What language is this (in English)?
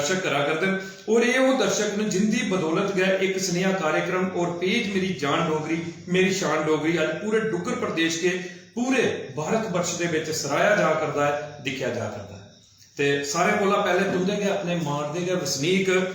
Dogri